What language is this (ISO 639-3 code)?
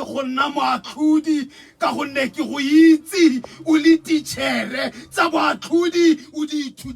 tsn